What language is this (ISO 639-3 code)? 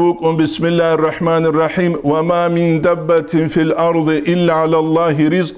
ava